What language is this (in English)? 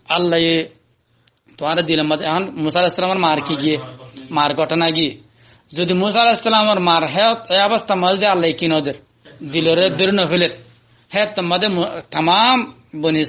Rohingya